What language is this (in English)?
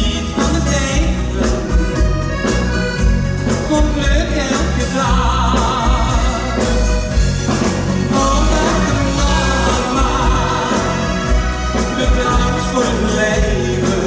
Dutch